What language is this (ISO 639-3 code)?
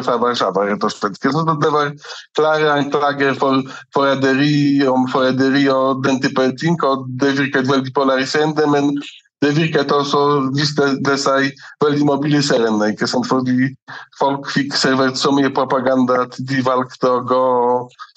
nor